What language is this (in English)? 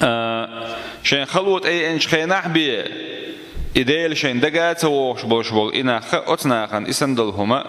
Chechen